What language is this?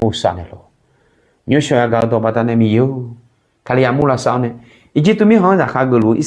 Akha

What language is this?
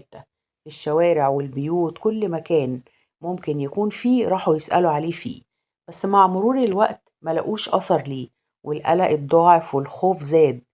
Egyptian Arabic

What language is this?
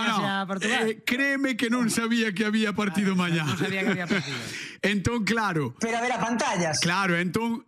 Galician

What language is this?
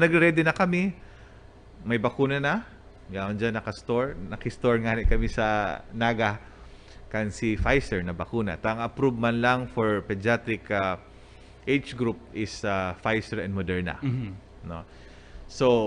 Bikol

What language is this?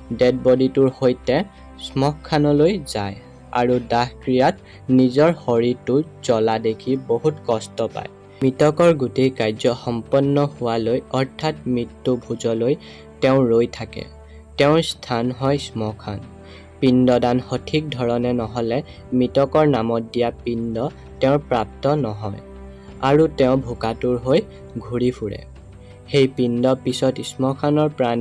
Assamese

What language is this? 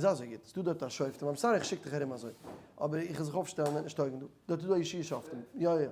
Yiddish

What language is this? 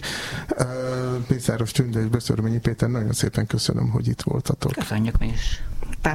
Hungarian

